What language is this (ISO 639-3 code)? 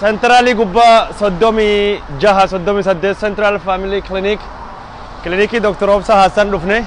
orm